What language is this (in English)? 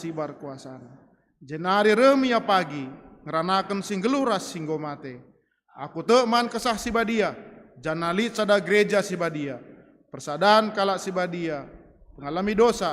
Batak Karo